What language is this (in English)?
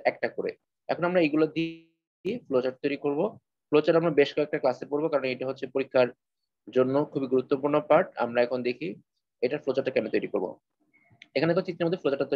Bangla